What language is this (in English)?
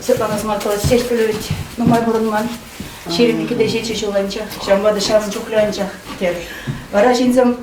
Chuvash